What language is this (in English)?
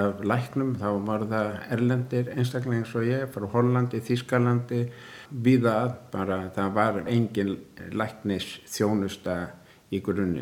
Icelandic